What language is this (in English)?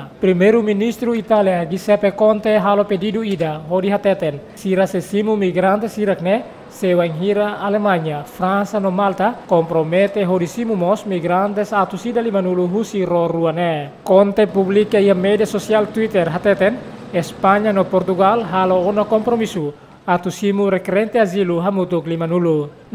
Tetum